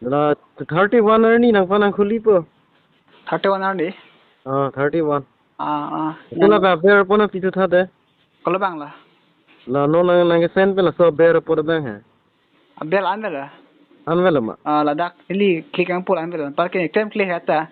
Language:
Karbi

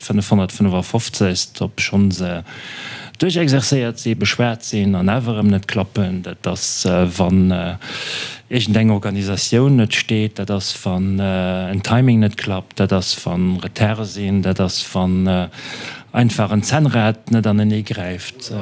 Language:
Luxembourgish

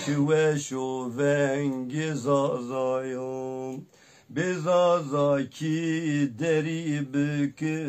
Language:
Zaza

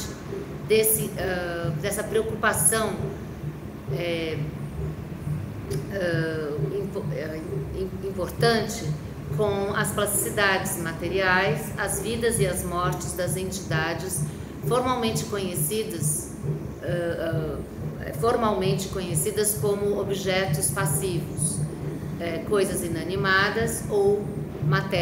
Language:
Portuguese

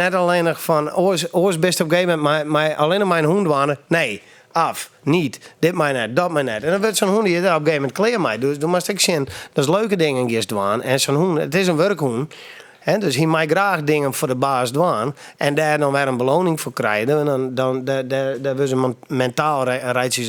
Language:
Western Frisian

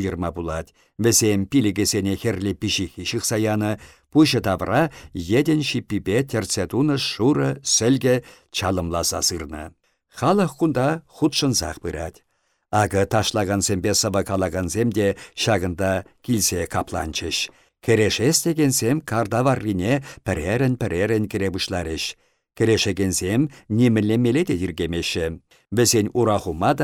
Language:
Chuvash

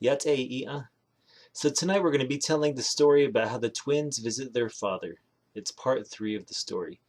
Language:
Navajo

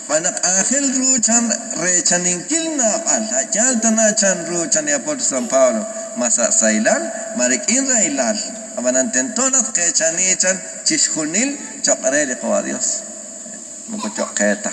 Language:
Kekchí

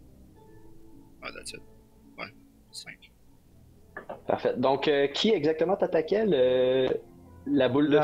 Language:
French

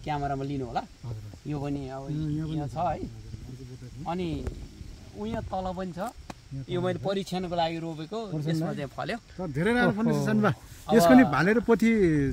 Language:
Nepali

